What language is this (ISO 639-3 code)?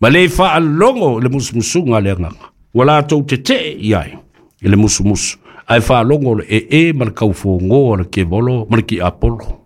smo